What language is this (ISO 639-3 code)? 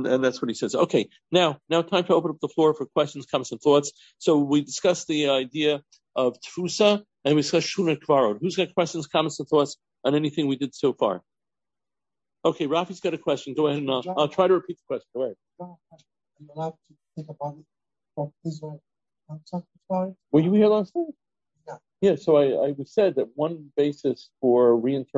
eng